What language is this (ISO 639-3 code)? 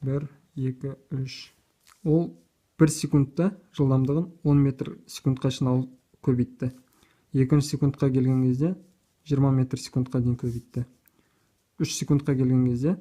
kaz